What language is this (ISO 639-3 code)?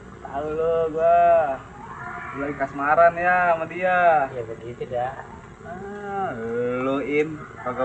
bew